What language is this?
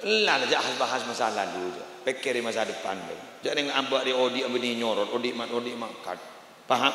Madurese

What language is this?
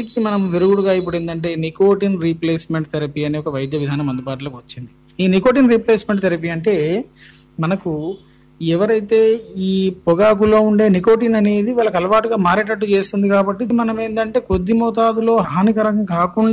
Telugu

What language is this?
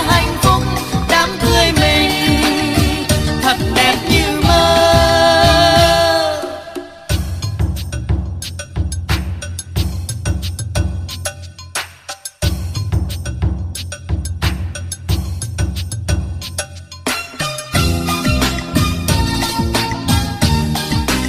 Vietnamese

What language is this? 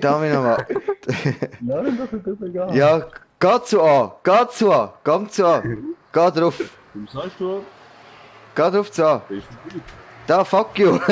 Swiss German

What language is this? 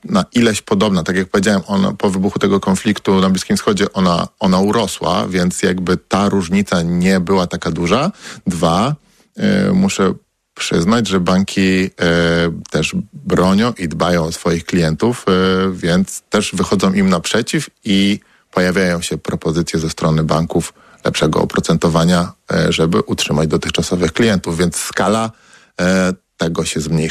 Polish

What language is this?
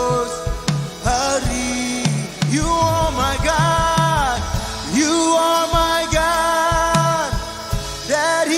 Marshallese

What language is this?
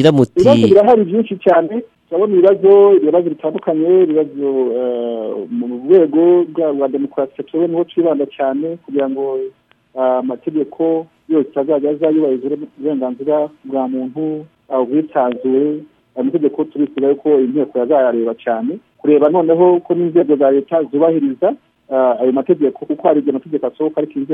Kinyarwanda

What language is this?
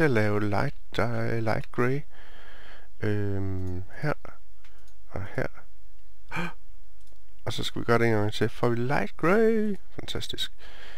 Danish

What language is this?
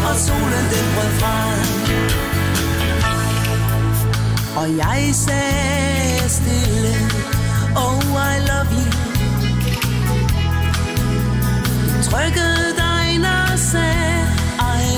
Danish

